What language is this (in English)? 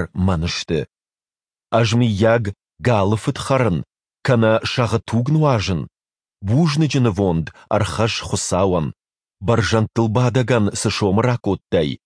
Ossetic